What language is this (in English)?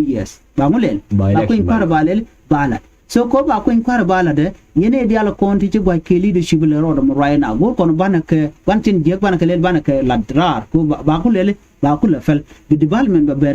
Nuer